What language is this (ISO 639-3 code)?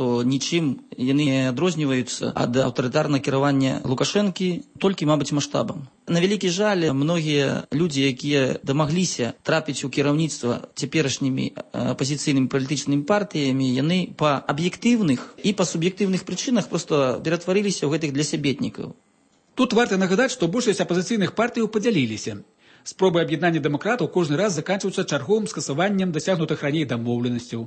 bel